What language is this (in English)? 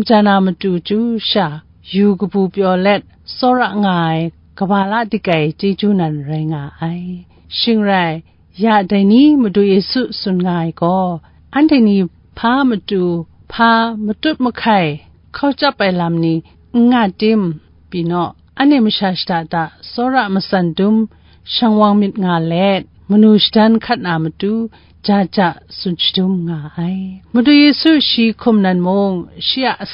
Kachin